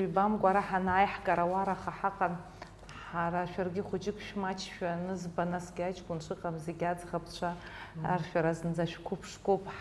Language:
Abkhazian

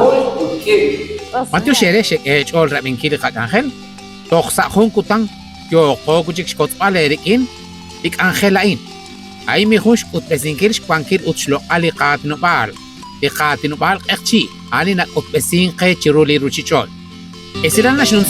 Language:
Kekchí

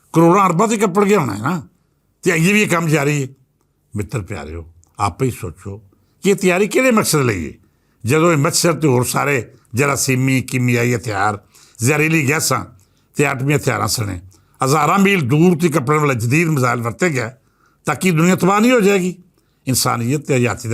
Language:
Western Panjabi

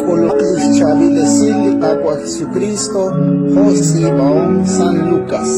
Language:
Kekchí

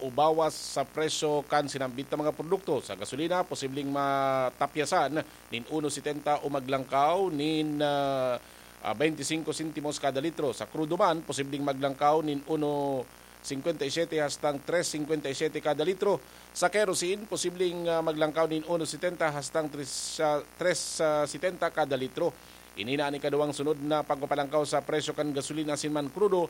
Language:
Bikol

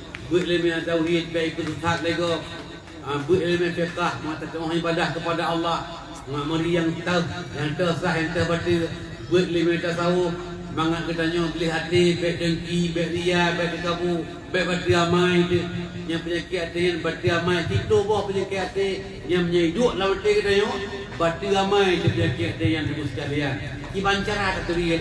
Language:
Achinese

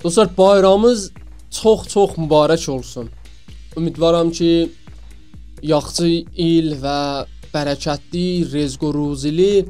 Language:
South Azerbaijani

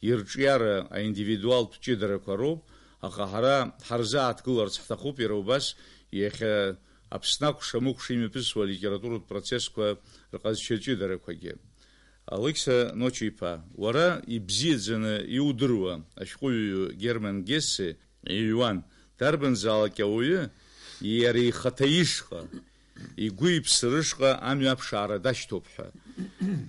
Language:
Abkhazian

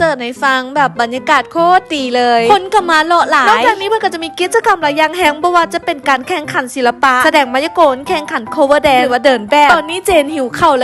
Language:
Lao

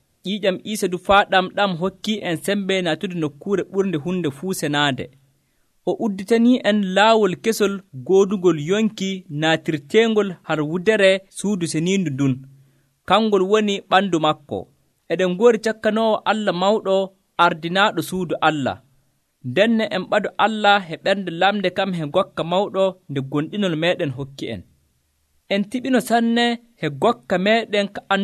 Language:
Nigerian Fulfulde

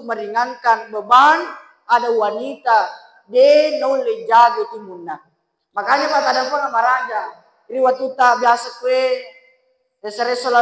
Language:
Buginese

